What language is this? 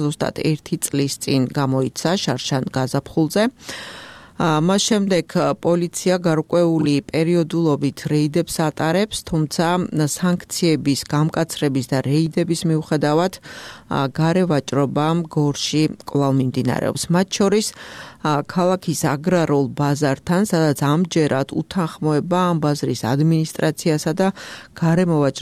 Georgian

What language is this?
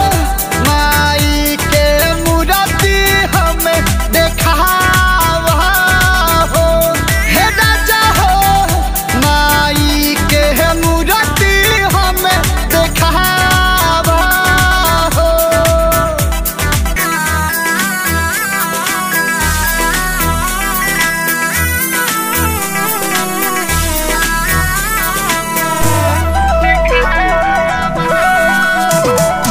Bhojpuri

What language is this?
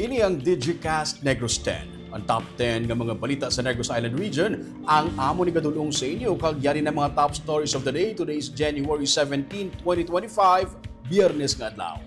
Hiligaynon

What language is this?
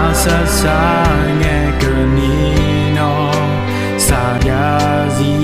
Akha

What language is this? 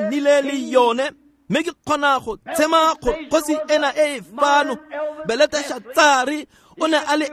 Tswana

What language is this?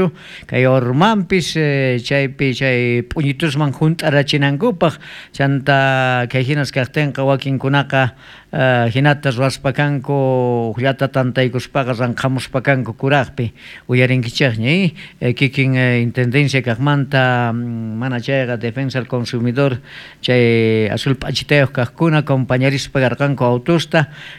South Bolivian Quechua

